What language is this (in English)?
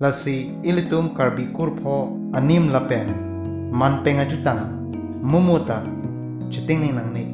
Karbi